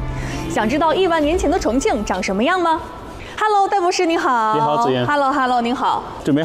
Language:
Chinese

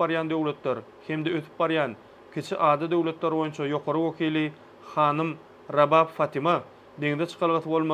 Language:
Turkmen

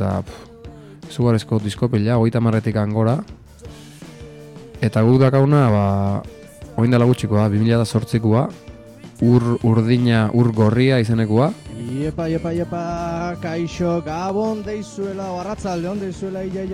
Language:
Basque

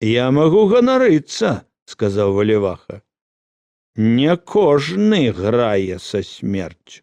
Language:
Belarusian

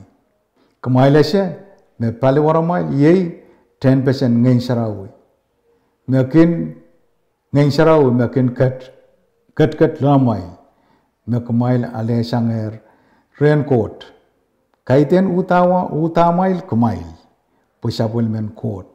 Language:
Pohnpeian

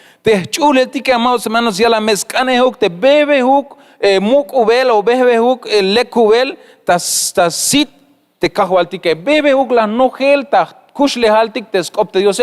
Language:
Tzeltal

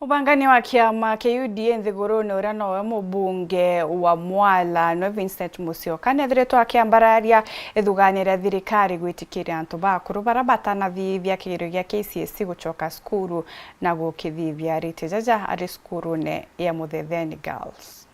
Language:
Meru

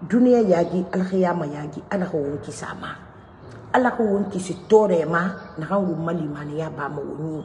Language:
Mandingo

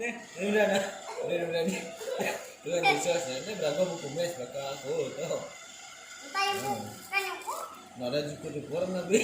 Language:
Iban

